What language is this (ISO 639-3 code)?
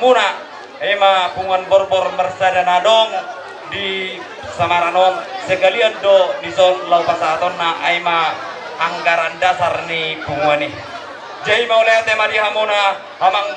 bbc